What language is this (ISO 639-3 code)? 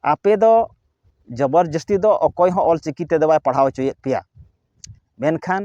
sat